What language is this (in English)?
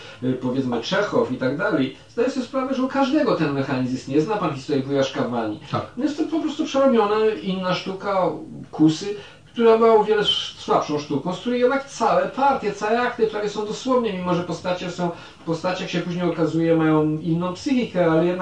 Polish